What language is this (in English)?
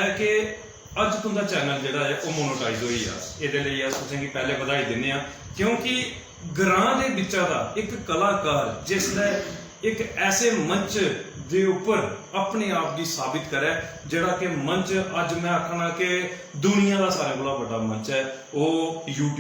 Dogri